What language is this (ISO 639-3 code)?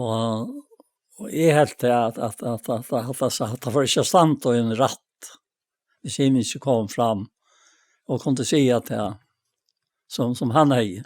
fao